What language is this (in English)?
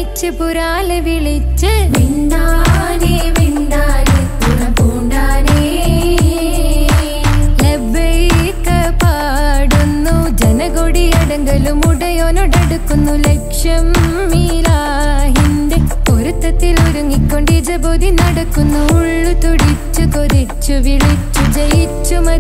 Malayalam